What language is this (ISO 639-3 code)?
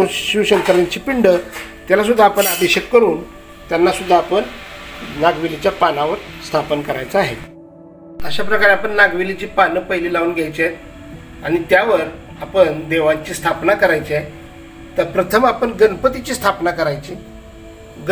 mar